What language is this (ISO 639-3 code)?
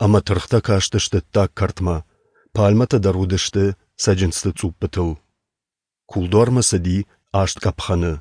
oss